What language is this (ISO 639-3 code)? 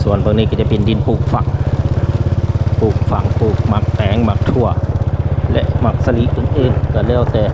lao